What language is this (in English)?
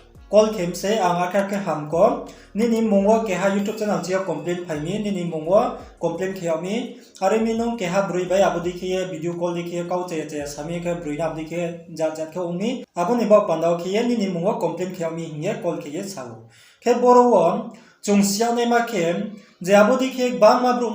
Riang (India)